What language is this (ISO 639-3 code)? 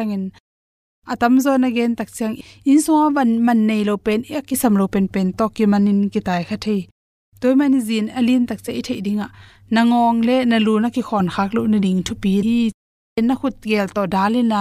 ctd